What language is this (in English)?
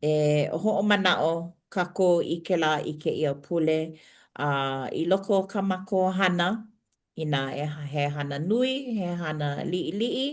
Hawaiian